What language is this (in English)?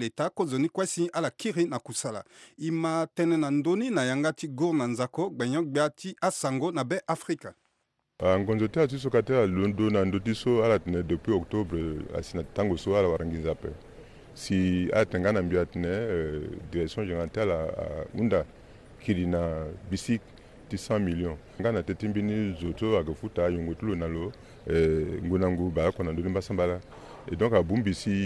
Sango